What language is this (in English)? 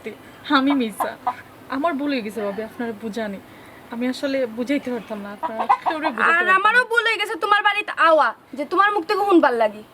Sylheti